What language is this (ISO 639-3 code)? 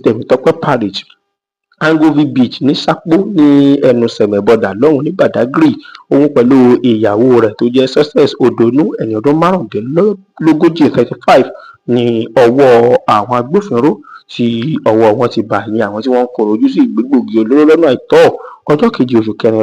yor